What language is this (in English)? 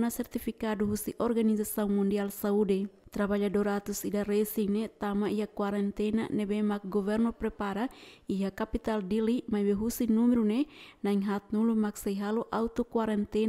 Tetum